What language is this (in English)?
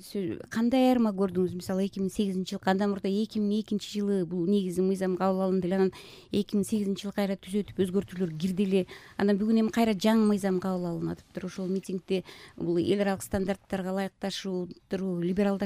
Kyrgyz